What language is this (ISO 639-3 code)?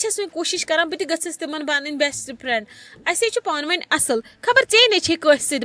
kas